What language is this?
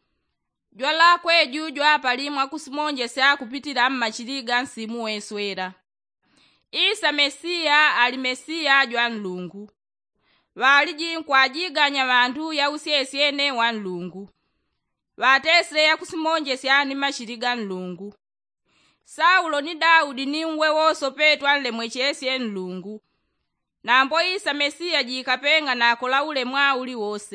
Yao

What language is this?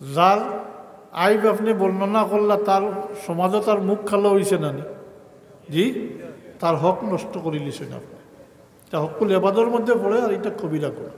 Sylheti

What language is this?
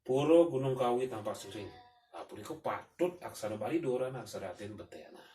Balinese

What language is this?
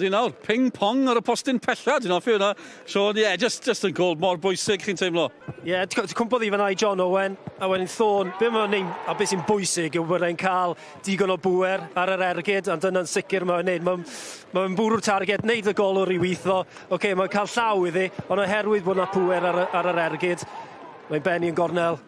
Welsh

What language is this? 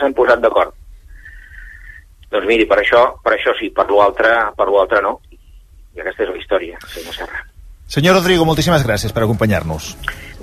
Catalan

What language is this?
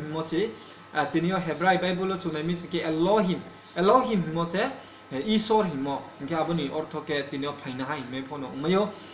Riang (India)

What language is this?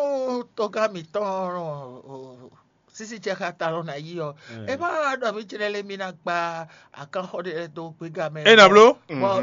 Fon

